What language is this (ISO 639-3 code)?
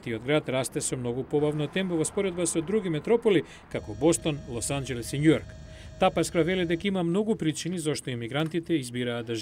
mkd